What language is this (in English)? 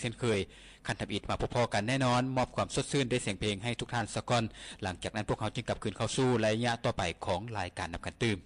Lao